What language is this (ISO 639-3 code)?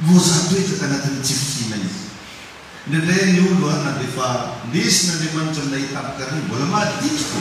mlg